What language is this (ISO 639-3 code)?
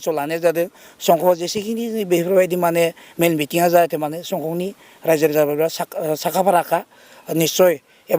brx